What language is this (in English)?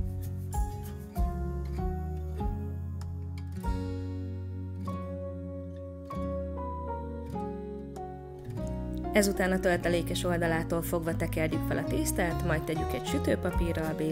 Hungarian